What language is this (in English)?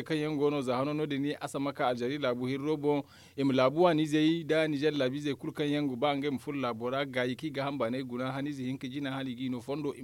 Zarma